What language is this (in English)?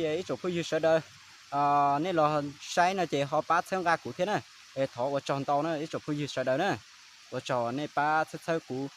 Hmong